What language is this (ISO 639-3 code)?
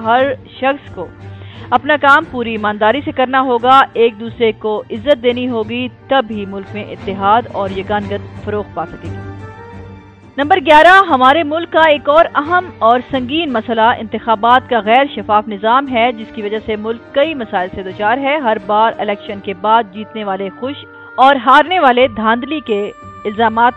urd